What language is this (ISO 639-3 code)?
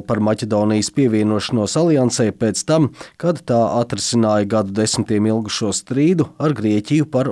lav